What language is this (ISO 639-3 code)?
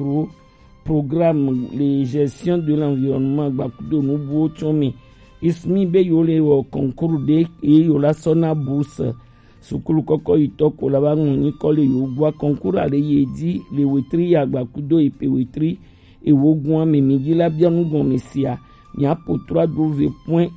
gej